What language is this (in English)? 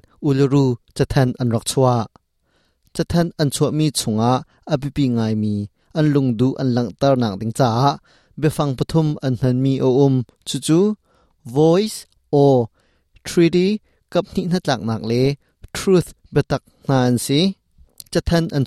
Hakha Chin